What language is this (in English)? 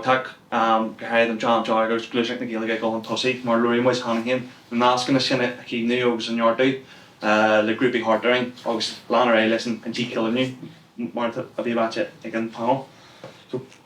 Irish